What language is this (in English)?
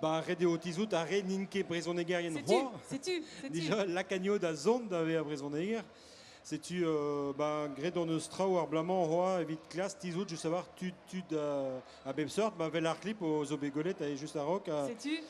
Breton